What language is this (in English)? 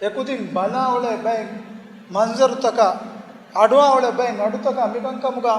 Divehi